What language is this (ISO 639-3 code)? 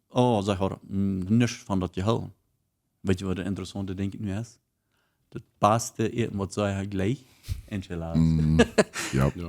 pdt